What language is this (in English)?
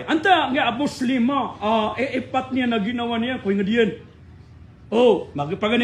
Maranao